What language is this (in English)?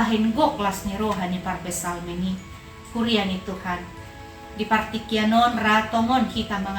Batak Toba